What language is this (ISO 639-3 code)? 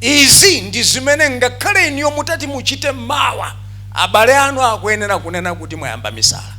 nya